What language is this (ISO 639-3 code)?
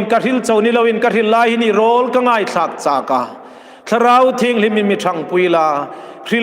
hmr